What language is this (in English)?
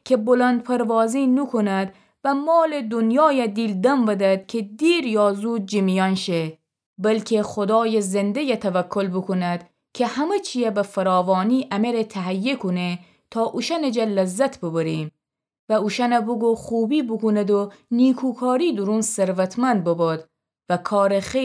Gilaki